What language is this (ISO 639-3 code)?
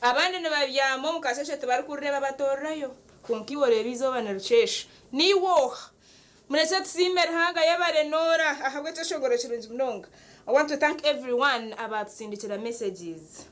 nyn